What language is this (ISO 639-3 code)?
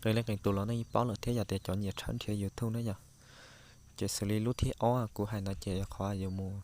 hmn